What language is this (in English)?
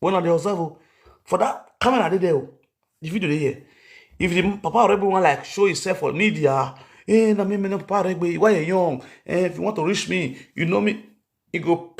Nigerian Pidgin